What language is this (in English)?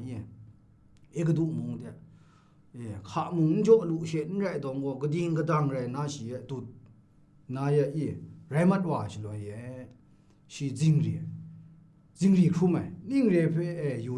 Kachin